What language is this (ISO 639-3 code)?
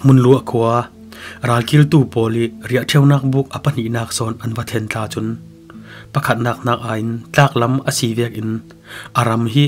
cfm